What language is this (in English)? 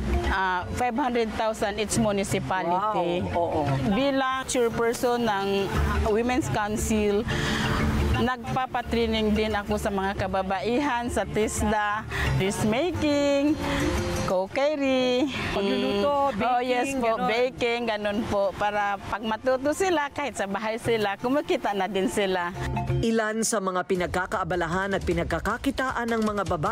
Filipino